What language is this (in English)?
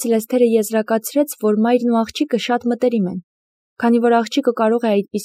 Armenian